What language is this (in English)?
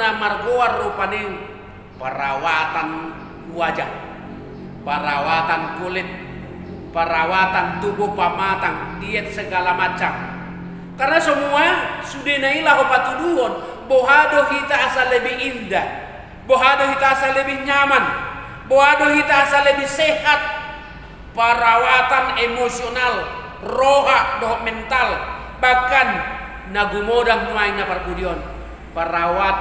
Batak Toba